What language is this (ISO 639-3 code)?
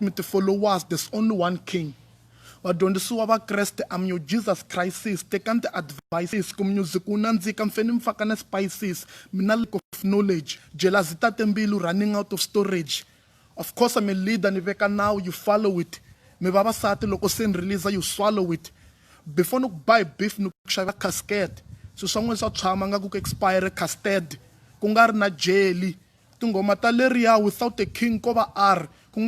tso